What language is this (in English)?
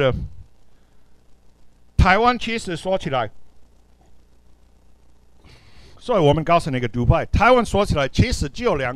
Chinese